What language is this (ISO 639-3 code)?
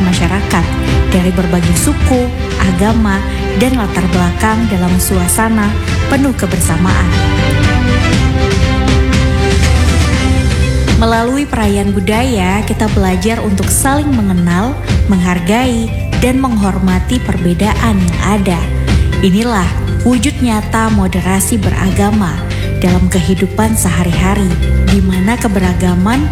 ind